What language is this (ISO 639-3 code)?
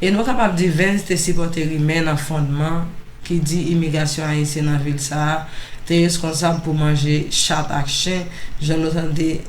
hat